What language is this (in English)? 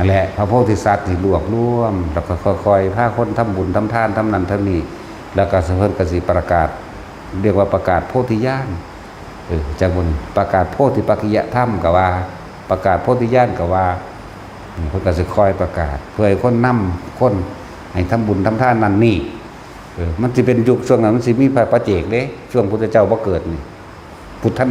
Northeastern Thai